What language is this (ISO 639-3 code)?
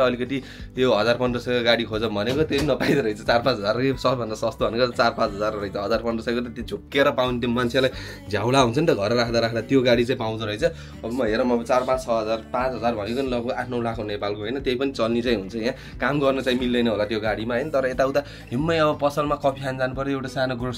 nep